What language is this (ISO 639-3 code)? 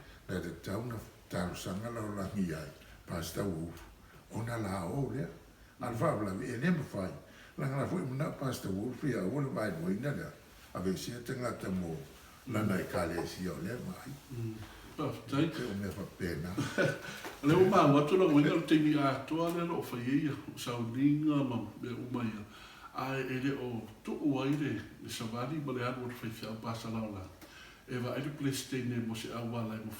smo